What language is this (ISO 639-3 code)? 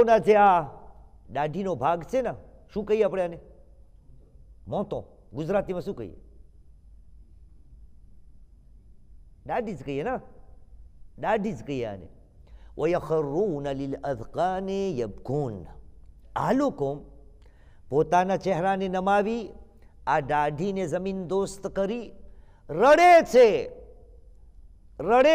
guj